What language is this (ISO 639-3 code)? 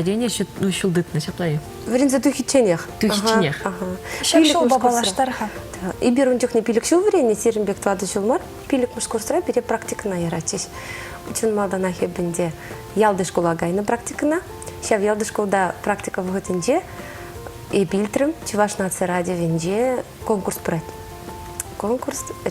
chv